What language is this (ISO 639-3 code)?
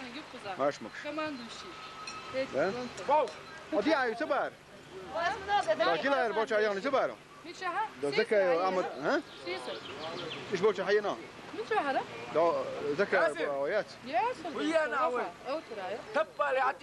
che